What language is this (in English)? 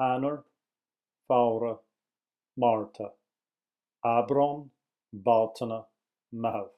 Irish